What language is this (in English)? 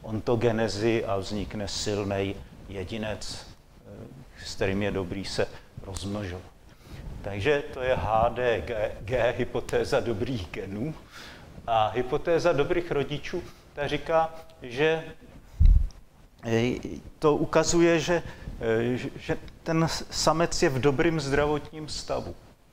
Czech